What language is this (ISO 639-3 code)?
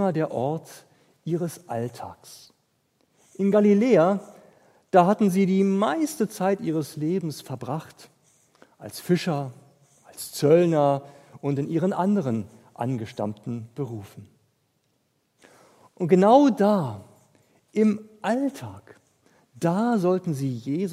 deu